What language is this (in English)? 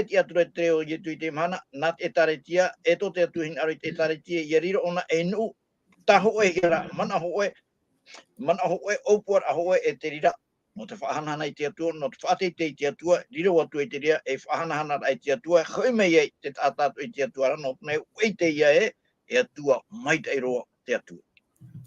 Tahitian